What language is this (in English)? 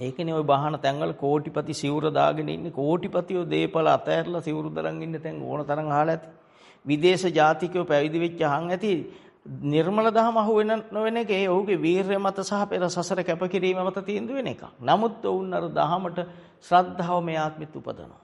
Sinhala